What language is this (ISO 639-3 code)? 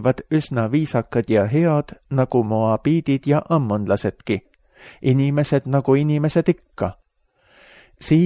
est